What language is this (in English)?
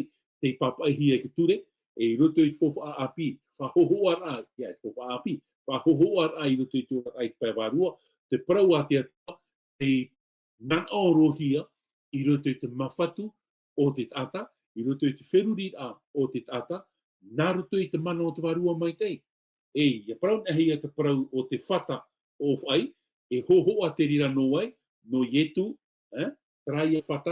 Tahitian